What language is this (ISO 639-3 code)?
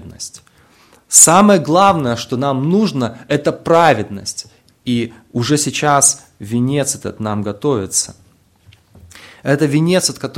rus